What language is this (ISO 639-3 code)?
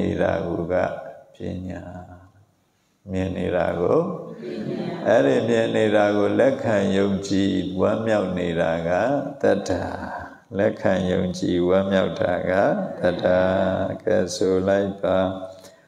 mya